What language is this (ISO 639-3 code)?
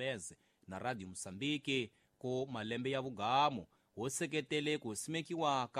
tso